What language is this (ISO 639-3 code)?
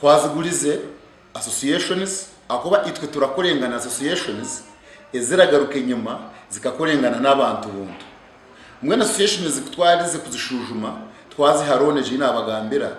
nyn